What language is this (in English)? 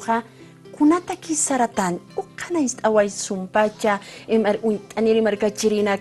Aymara